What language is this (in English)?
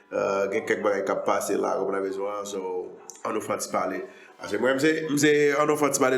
Haitian Creole